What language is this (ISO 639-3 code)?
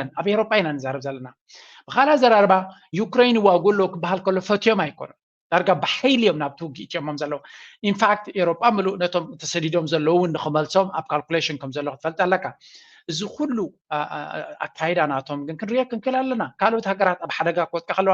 tir